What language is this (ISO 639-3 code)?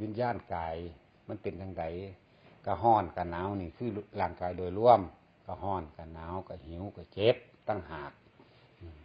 lao